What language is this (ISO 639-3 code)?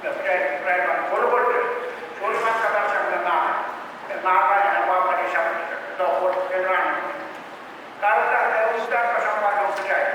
pon